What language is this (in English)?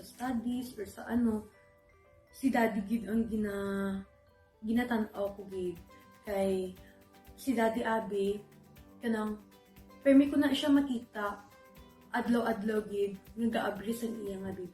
Hiligaynon